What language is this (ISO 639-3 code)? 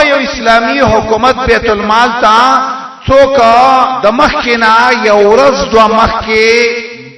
pus